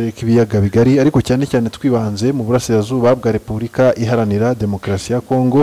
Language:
Kinyarwanda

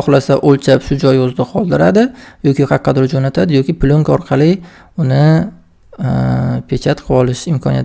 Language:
Uzbek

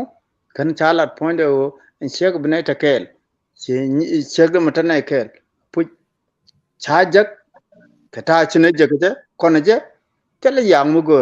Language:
Nuer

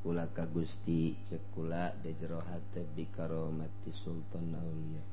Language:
Sundanese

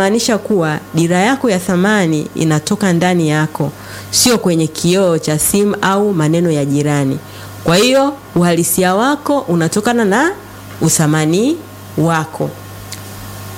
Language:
Swahili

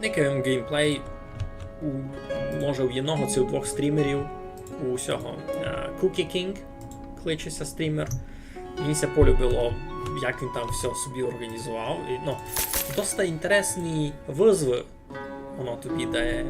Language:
Rusyn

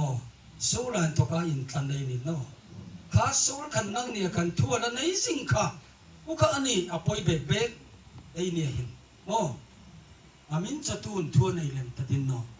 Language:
Hmar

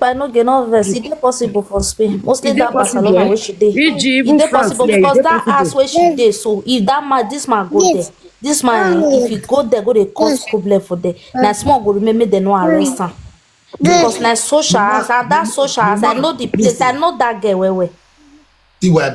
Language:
Nigerian Pidgin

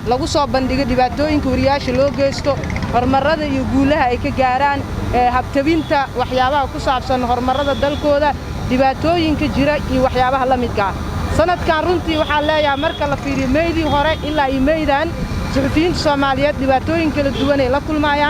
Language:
Somali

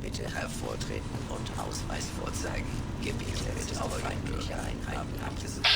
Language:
Bavarian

